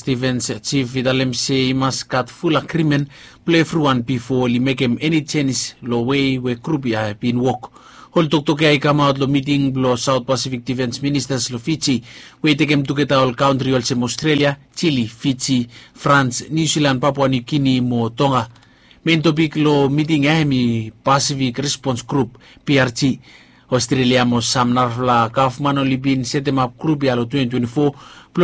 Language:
Bislama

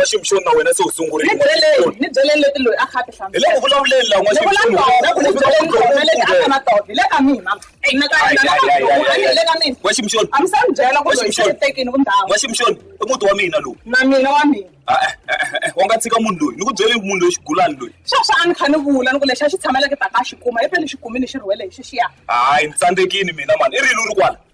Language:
Tsonga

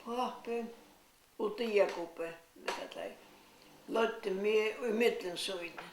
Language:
Faroese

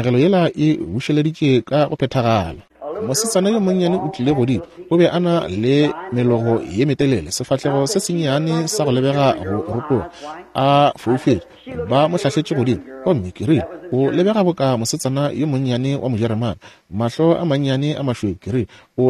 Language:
Northern Sotho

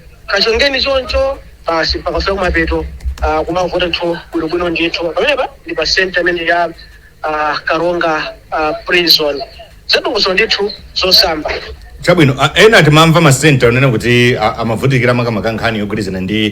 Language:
Nyanja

